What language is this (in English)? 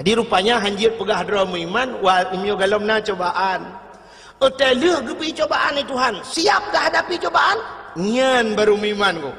Achinese